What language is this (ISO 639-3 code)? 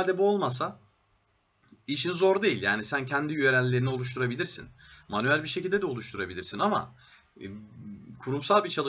tur